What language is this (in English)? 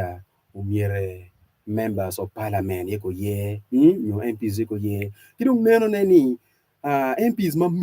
Acoli